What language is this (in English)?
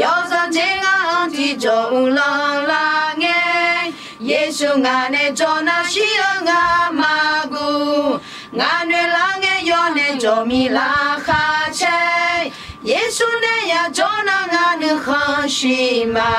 Akha